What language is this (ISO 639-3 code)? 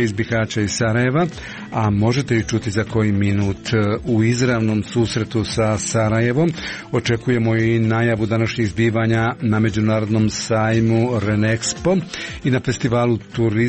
hrv